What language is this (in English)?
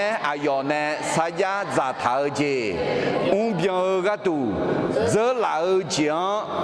Akha